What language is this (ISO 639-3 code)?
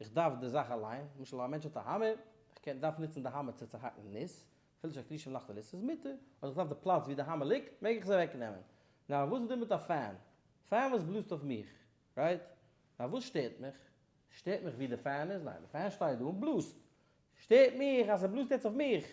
yid